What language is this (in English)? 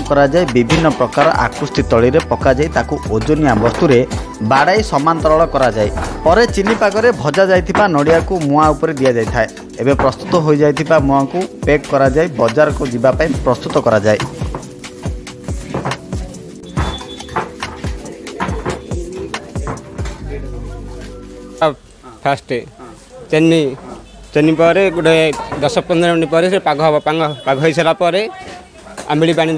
Odia